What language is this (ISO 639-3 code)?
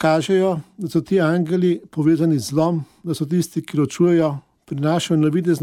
slv